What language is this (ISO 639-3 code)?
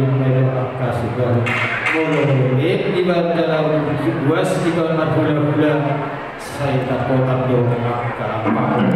bbc